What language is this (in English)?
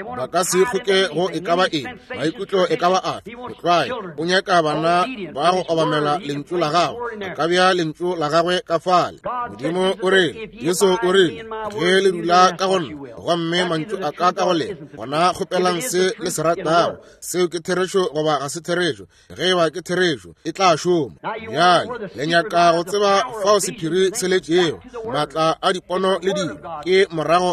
Northern Sotho